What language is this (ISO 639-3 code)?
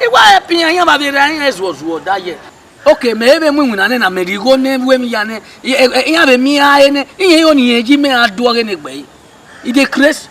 bin